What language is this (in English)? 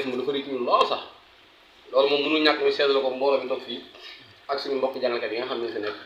Wolof